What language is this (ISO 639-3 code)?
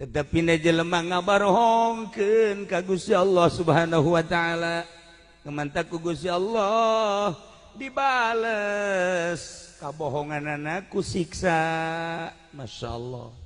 sun